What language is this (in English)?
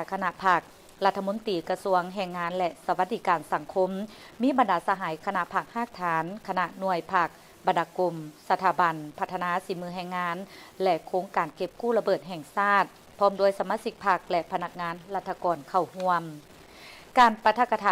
Lao